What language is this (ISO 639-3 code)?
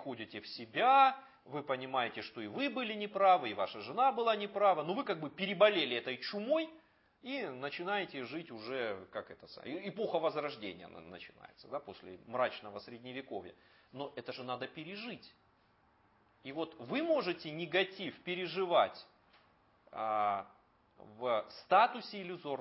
rus